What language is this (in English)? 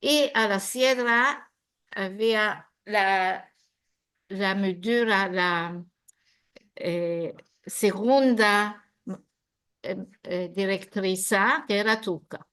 Ladino